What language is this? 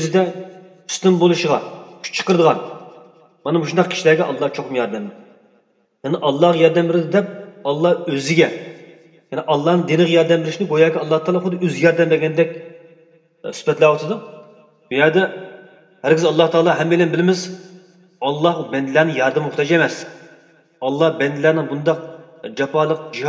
Uyghur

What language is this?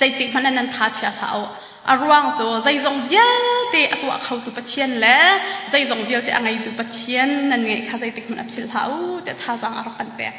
Hakha Chin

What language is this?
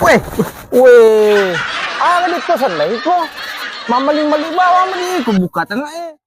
Buginese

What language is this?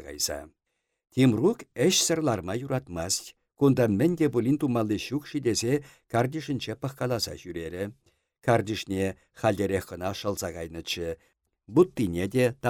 Chuvash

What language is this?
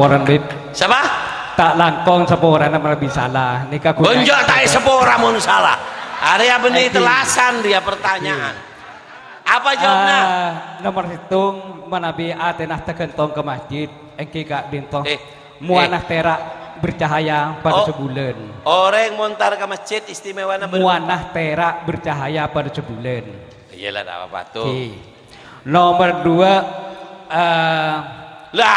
Madurese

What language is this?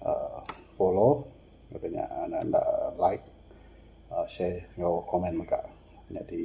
Iban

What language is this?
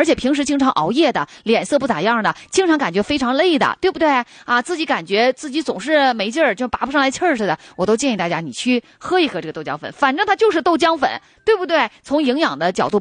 Chinese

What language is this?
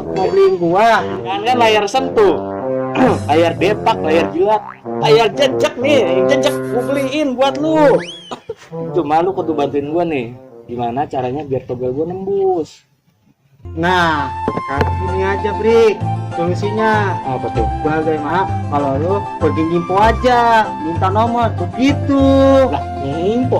Betawi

